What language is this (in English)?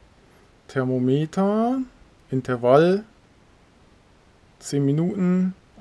German